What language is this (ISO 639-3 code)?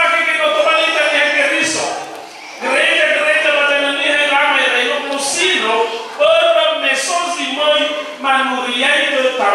nia